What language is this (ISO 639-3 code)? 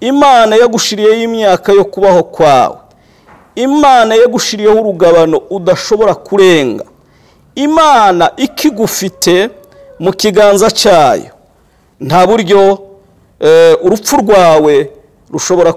kin